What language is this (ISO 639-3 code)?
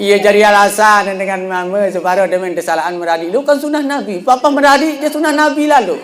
sas